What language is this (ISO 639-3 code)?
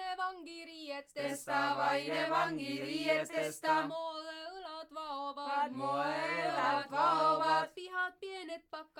est